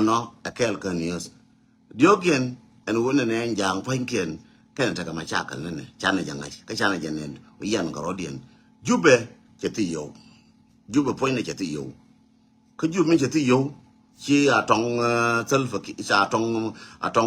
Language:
Nuer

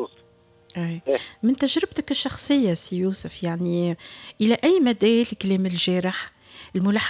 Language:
Tunisian Arabic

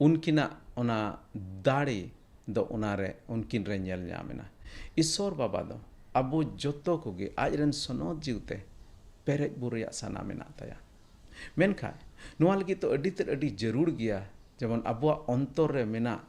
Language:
Santali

